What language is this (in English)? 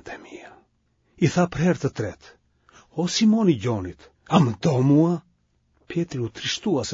Albanian